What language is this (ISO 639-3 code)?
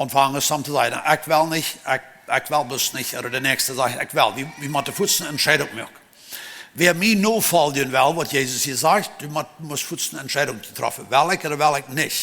pdt